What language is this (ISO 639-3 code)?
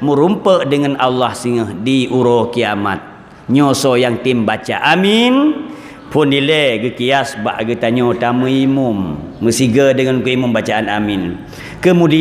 ace